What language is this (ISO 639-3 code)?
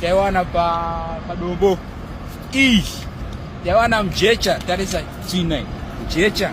sna